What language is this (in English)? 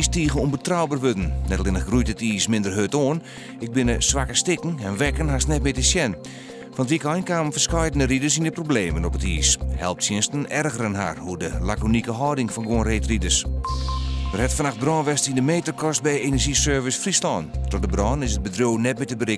Western Frisian